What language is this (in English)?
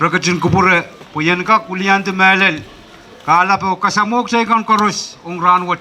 Pohnpeian